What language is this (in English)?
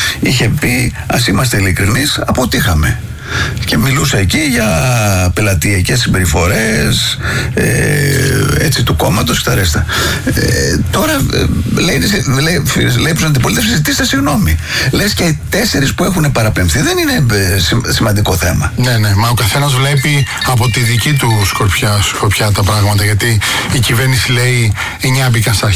Greek